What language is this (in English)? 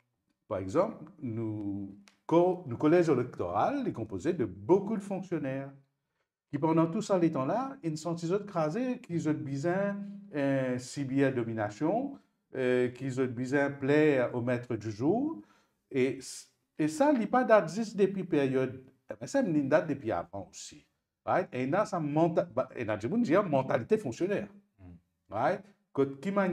Morisyen